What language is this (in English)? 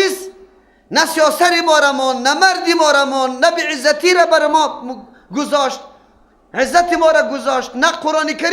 Persian